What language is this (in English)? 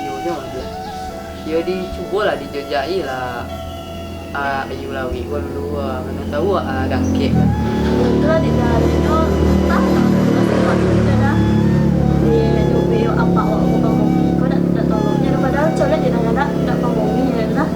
Minangkabau